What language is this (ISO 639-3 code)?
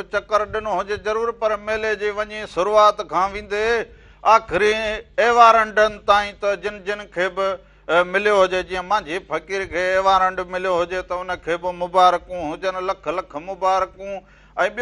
snd